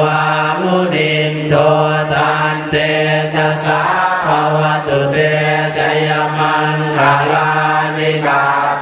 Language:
Pali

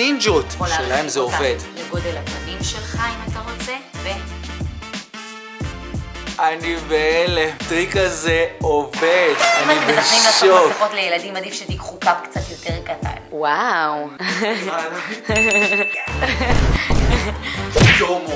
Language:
Hebrew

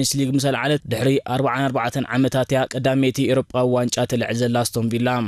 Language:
Tigrinya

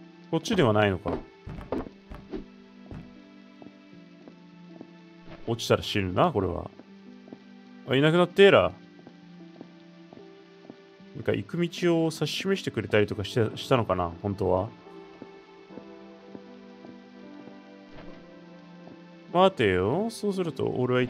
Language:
Japanese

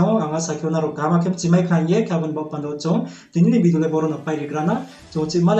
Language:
Riang (India)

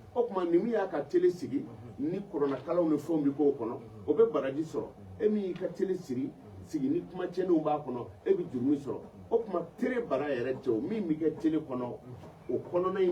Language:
Bambara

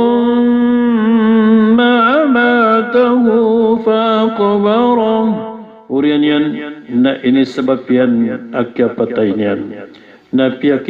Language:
Maranao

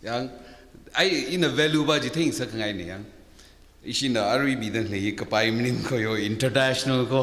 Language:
Tangkhul Naga (India)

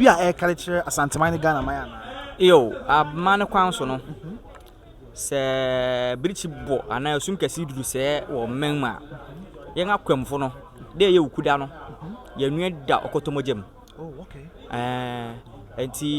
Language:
Akan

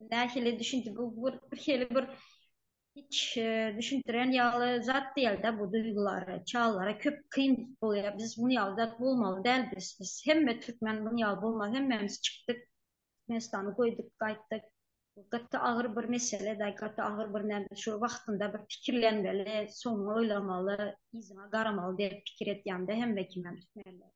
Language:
Turkmen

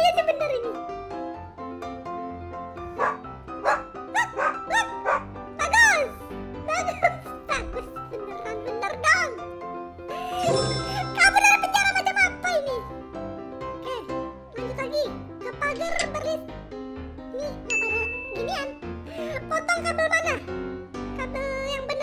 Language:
Indonesian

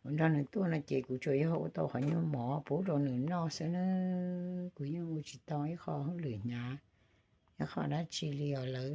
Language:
Hmong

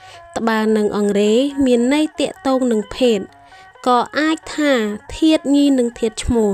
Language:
Khmer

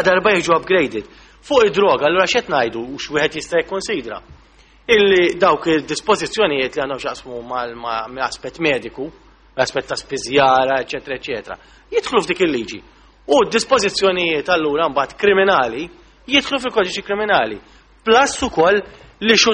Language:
Maltese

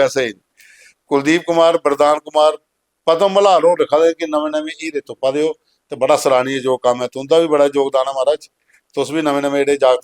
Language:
Dogri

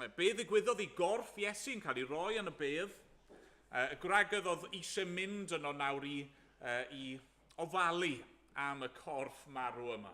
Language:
Welsh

